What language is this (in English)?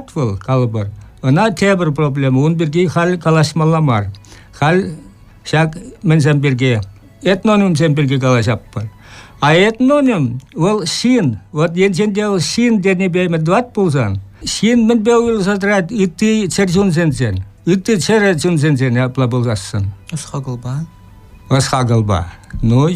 Chuvash